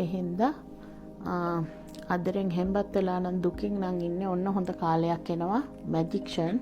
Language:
Sinhala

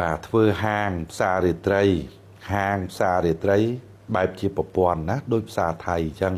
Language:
Khmer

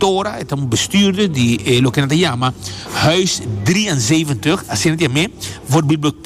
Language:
Papiamento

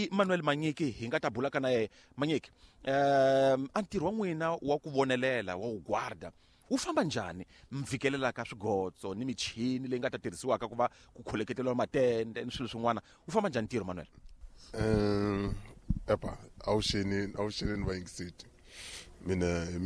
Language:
Tsonga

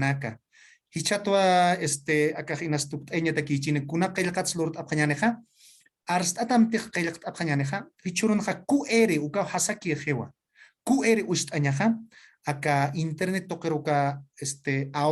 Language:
Aymara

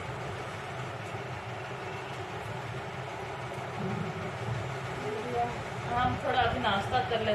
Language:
Hindi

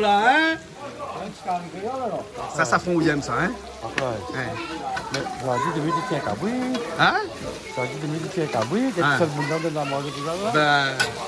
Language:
Réunion Creole French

